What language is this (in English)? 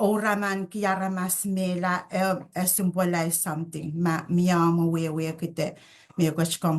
Pohnpeian